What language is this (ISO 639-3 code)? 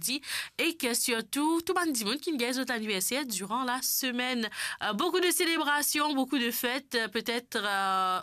mfe